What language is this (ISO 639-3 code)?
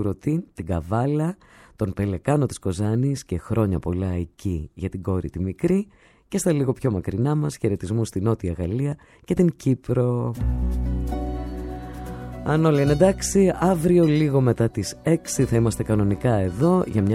ell